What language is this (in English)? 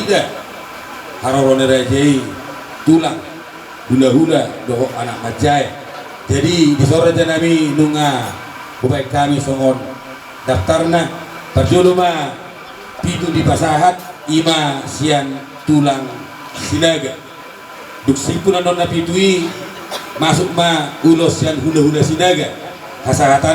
Batak Toba